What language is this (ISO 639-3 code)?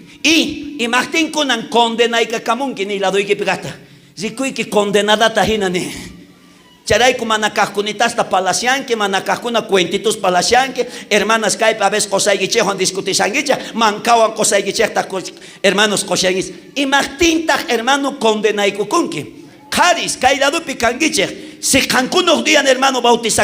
quh